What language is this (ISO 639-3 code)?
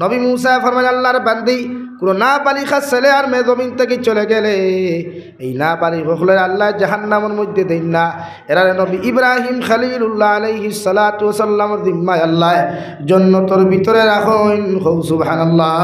syl